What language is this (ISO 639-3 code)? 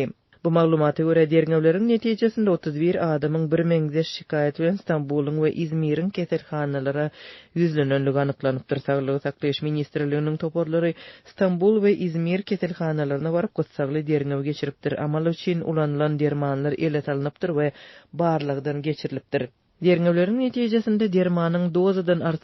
tuk